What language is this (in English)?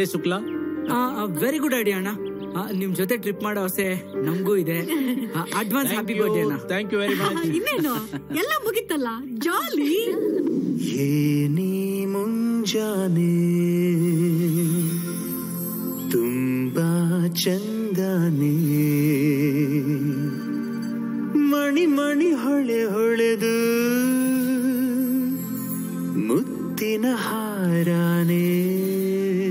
Kannada